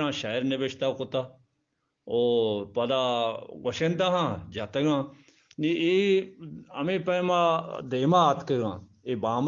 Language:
Eastern Balochi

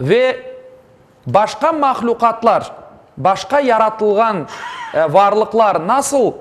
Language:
Crimean Tatar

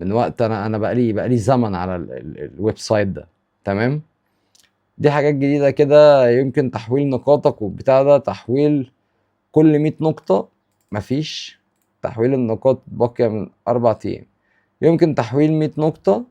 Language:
Egyptian Arabic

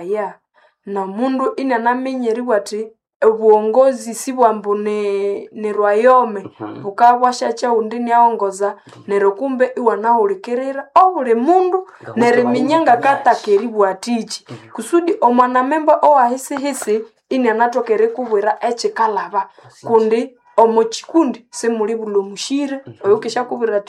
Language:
Nande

